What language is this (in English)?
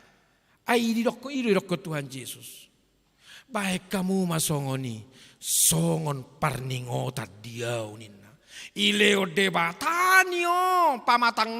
Batak Toba